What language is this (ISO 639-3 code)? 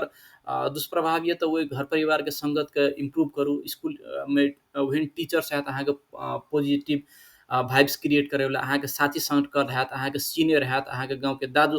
mai